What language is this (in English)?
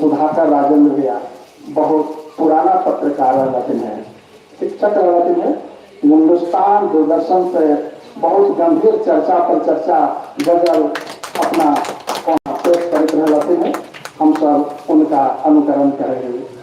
Magahi